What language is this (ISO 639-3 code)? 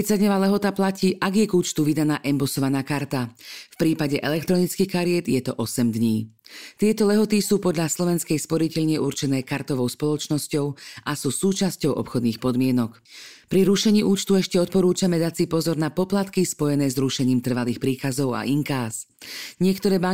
slk